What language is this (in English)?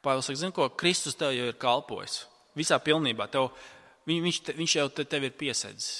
Latvian